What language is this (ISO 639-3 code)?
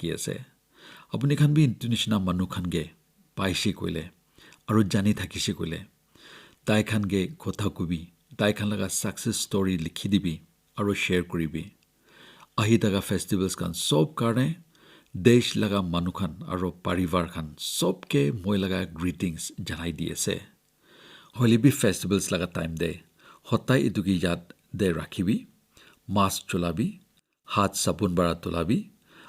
nag